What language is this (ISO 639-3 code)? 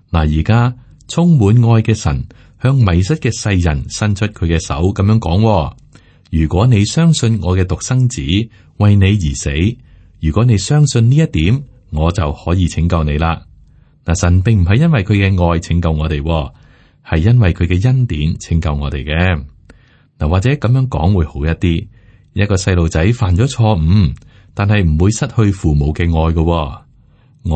yue